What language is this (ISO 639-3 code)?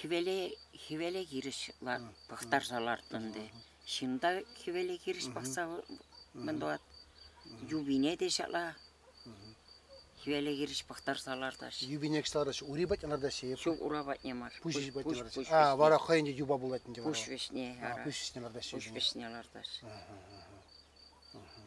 chv